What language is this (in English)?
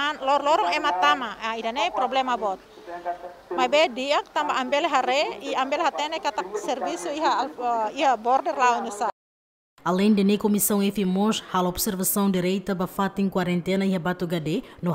Tetum